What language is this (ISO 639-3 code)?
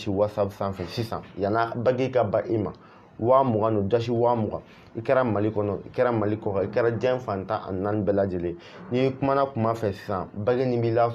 bam